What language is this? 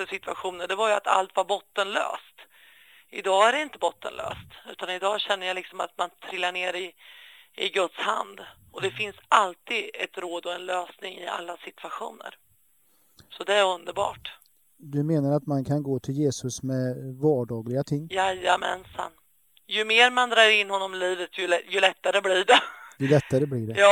Swedish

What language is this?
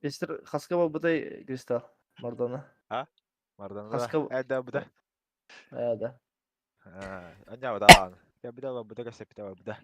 Yakut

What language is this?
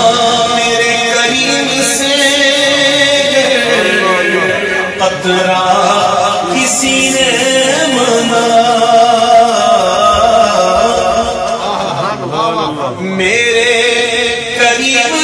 Urdu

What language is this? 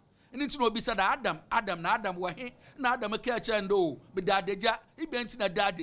Akan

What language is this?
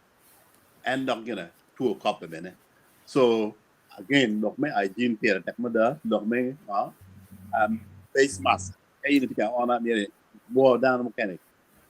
Acoli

